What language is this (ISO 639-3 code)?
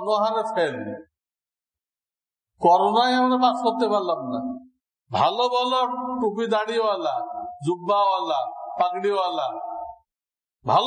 ben